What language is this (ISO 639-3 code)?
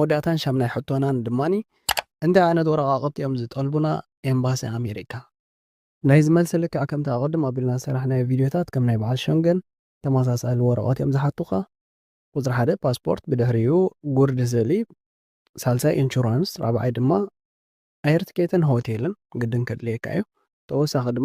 tir